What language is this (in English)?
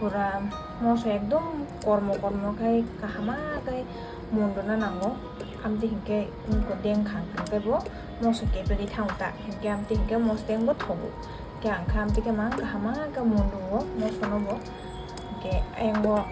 Kok Borok